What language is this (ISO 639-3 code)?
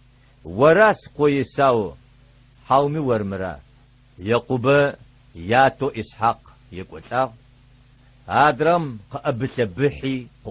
ady